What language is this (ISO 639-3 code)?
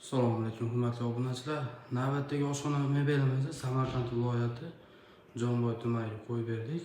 uzb